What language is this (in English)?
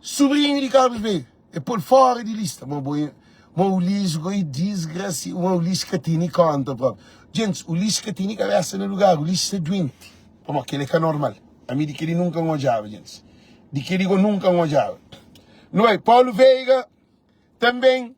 Kabuverdianu